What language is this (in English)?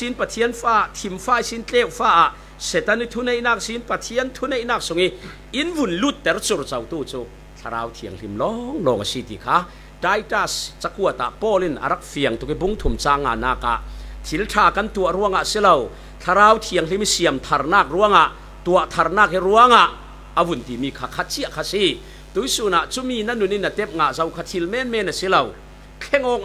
Falam Chin